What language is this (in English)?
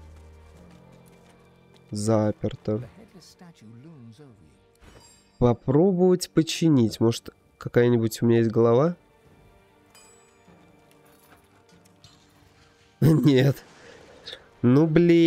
Russian